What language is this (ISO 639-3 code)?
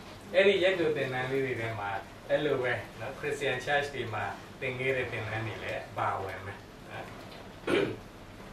mya